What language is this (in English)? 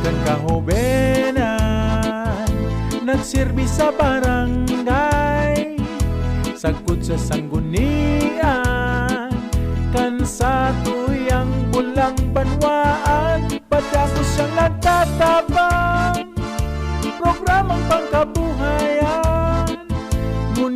Bikol